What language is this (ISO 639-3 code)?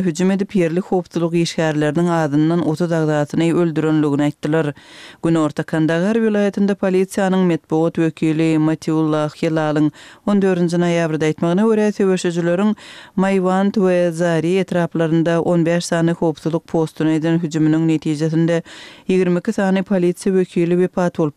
kir